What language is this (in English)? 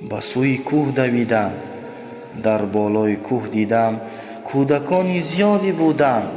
Tajik